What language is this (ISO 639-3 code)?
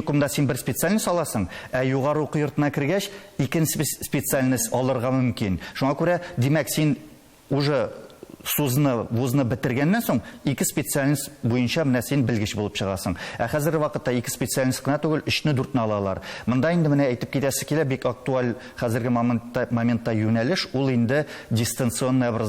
tat